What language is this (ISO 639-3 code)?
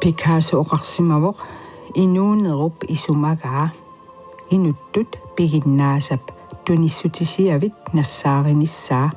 kal